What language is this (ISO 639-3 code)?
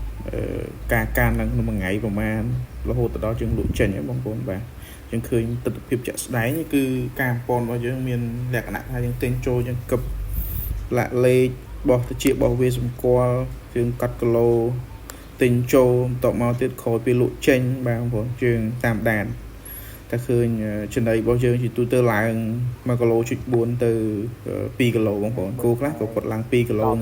khm